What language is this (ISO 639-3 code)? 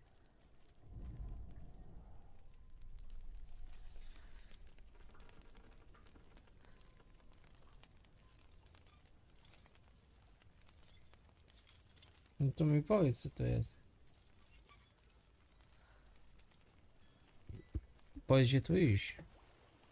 pol